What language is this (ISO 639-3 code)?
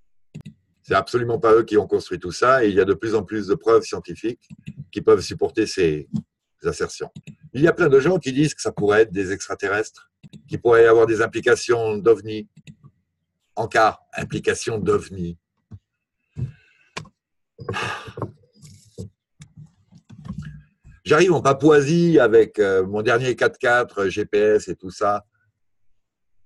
fra